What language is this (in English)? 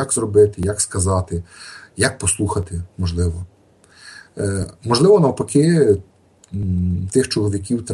Ukrainian